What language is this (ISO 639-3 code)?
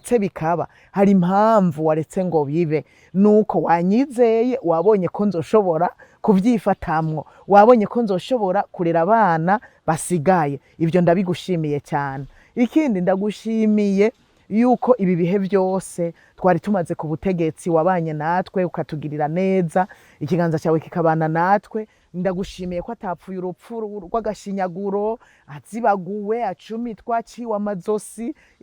run